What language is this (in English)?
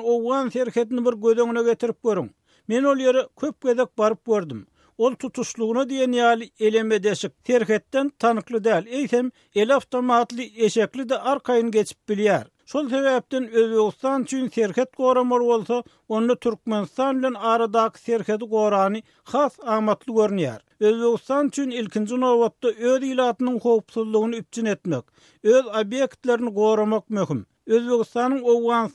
Turkmen